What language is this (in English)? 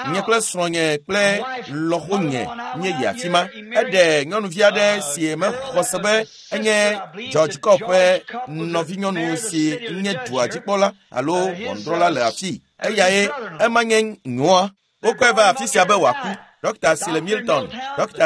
Ewe